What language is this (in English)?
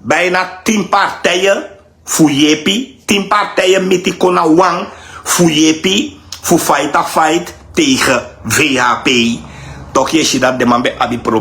Sranan Tongo